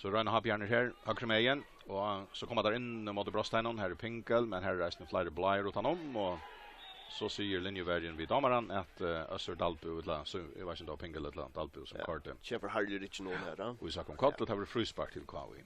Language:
Faroese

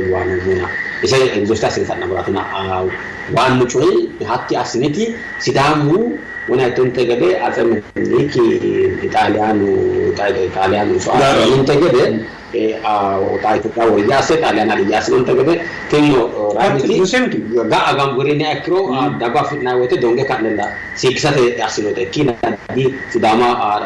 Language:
Sidamo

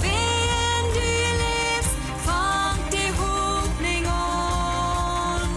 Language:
Plautdietsch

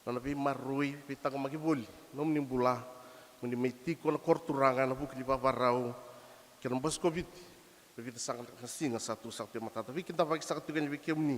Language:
Fijian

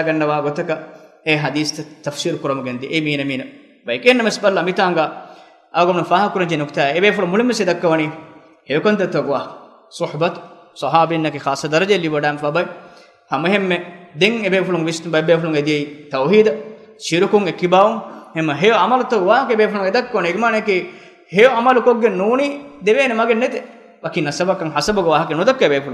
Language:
Divehi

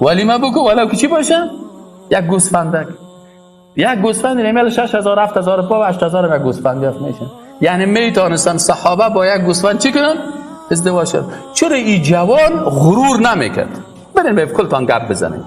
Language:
Persian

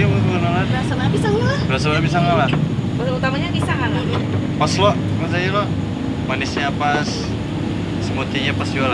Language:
Banjar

